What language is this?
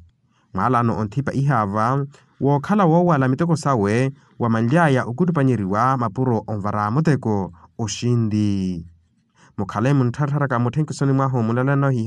Makhuwa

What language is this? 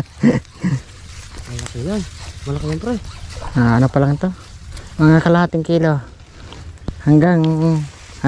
Filipino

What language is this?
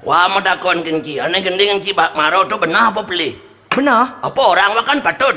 Balinese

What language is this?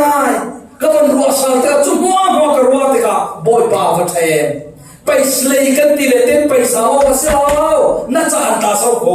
Falam Chin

